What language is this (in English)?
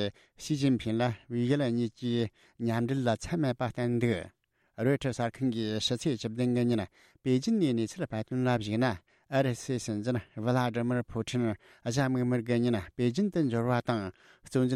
Tibetan